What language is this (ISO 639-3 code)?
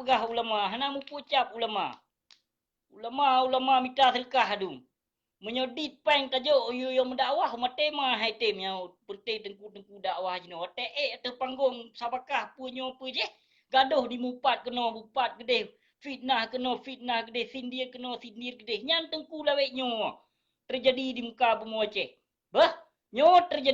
ace